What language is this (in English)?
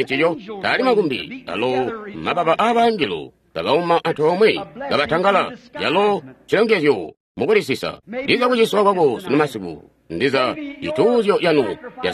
Tonga (Zambia)